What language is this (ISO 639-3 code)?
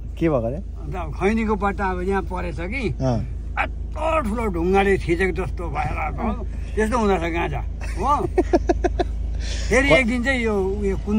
nep